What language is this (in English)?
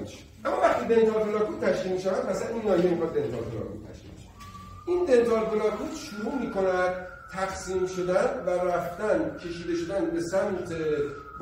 Persian